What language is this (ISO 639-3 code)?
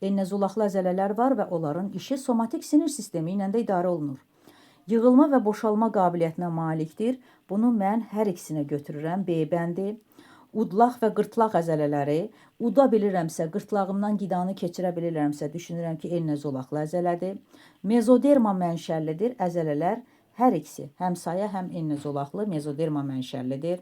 aze